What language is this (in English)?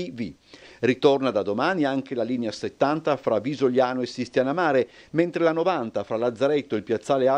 Italian